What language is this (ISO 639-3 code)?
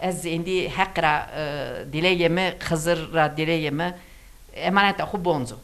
zza